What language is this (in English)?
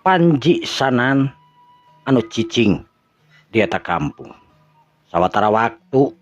Sundanese